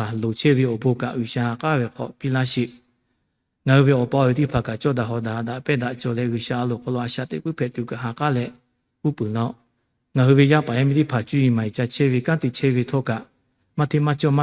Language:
Lahu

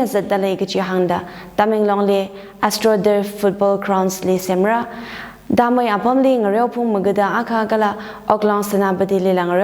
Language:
Tangkhul Naga (India)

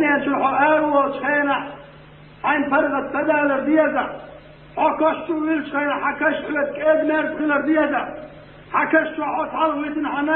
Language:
Chechen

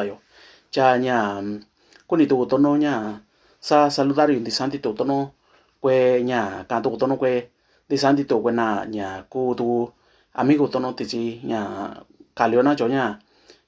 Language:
Mixtepec Mixtec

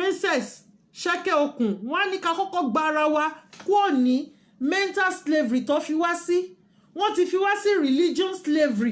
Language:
Yoruba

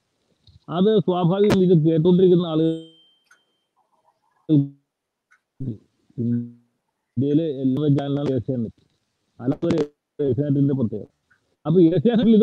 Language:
Malayalam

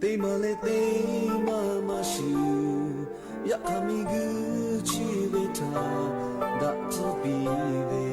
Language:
Lahu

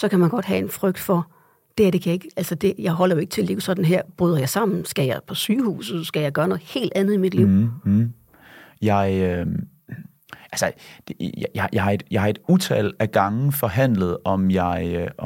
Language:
Danish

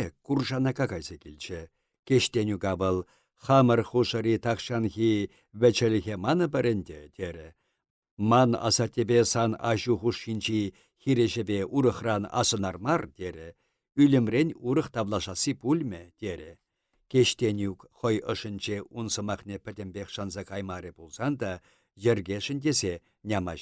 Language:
Chuvash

